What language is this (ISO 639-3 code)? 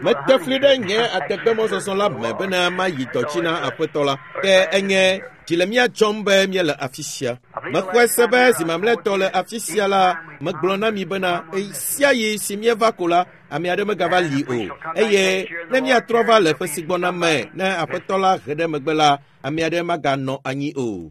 ewe